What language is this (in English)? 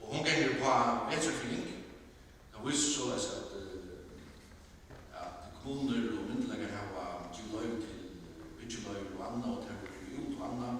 Faroese